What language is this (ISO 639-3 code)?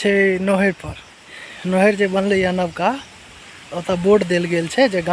mai